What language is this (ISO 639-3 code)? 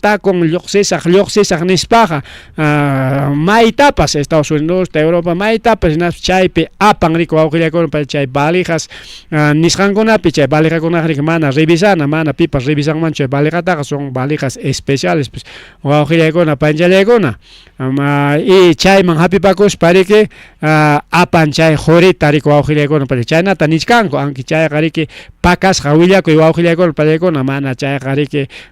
quy